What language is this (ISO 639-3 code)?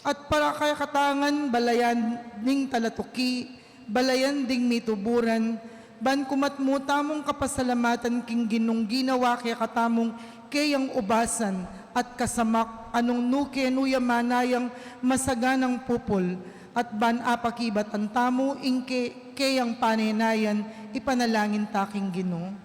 pam